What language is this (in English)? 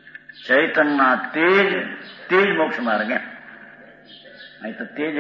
Gujarati